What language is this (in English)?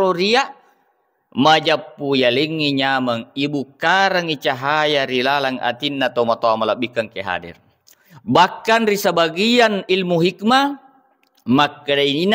Buginese